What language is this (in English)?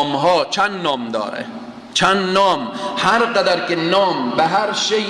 Persian